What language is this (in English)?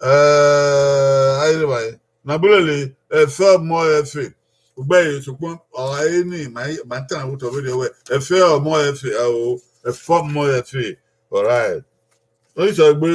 Bini